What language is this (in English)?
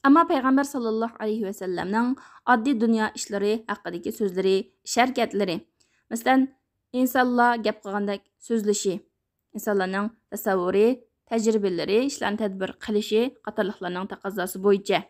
Uyghur